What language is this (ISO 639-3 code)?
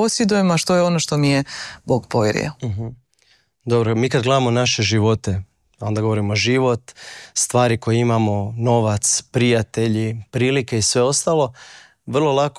hrv